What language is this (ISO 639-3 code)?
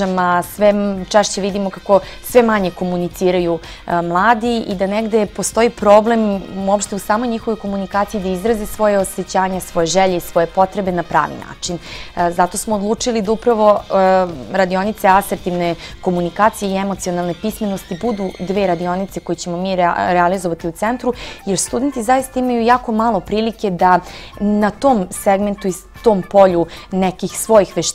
srp